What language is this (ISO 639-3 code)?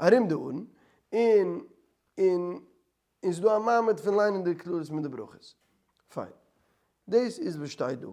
yid